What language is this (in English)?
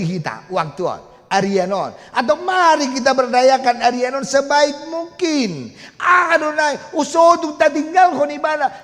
Batak Toba